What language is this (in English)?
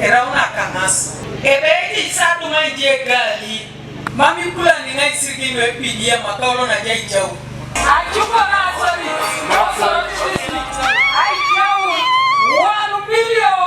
Teso